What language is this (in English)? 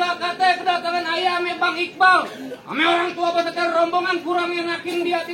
Betawi